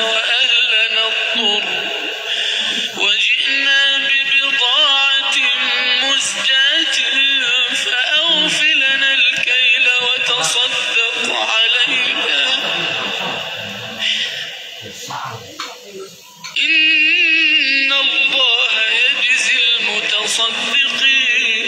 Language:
Arabic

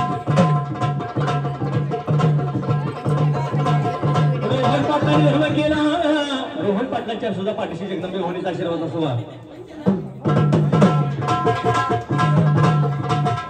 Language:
Marathi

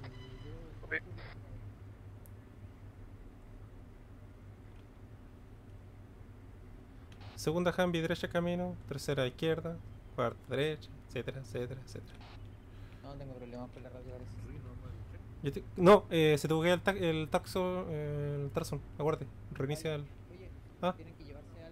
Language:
Spanish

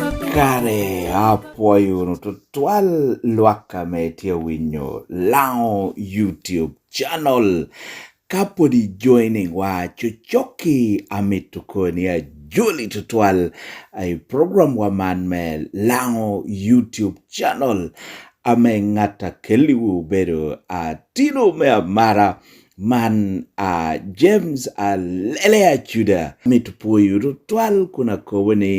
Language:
Lango (Uganda)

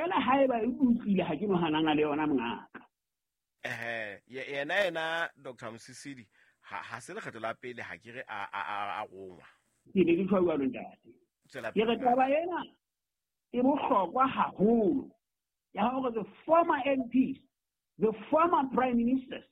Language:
Southern Sotho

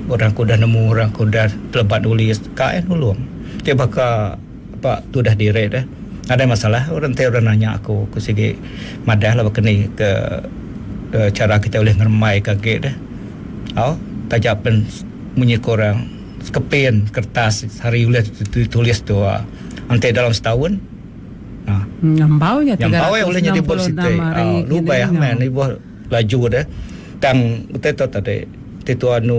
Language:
Malay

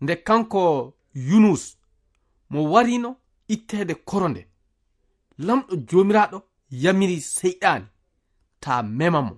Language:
Fula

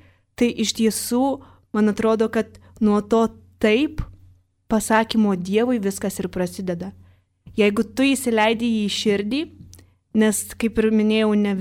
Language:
Lithuanian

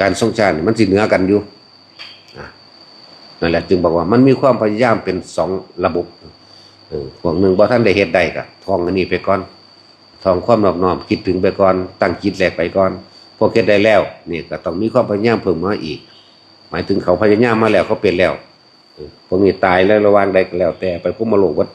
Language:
Lao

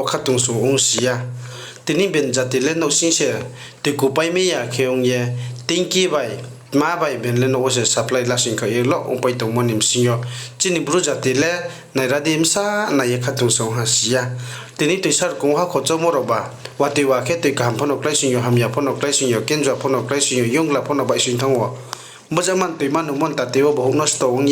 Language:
Riang (India)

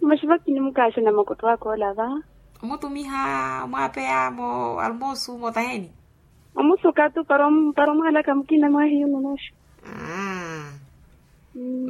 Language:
Makhuwa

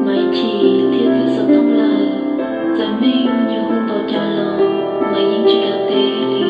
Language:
Hmong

